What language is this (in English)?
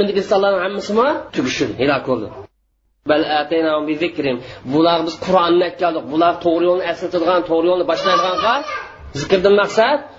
Uyghur